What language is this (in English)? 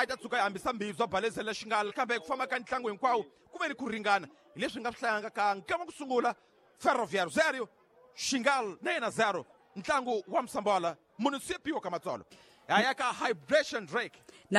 Tsonga